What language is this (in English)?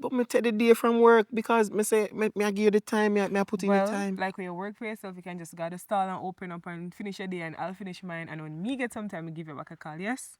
Jamaican Creole English